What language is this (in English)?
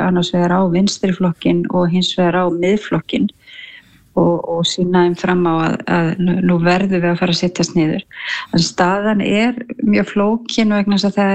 Icelandic